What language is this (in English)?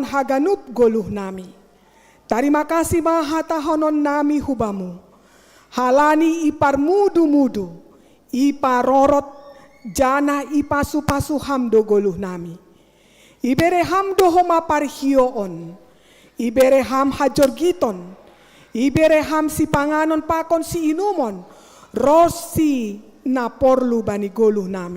Batak Simalungun